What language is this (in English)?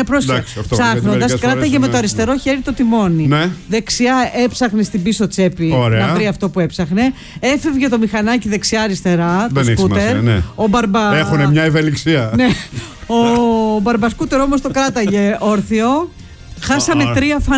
Greek